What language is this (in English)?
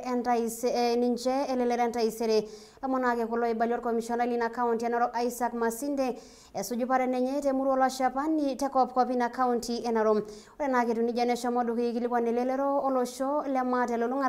Masai